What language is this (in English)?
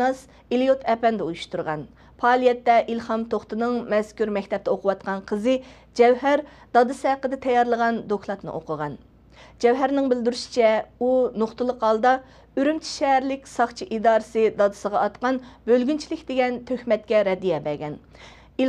Uyghur